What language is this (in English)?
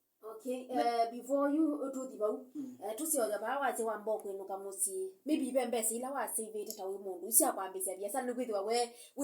Kamba